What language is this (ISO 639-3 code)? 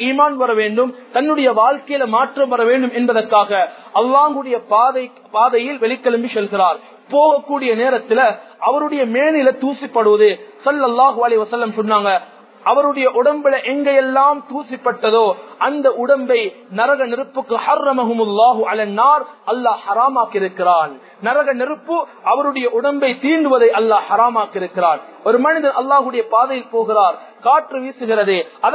tam